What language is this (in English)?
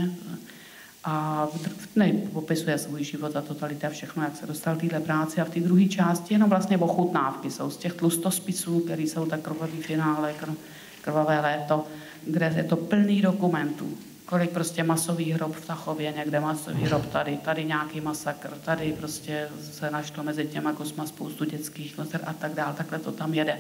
Czech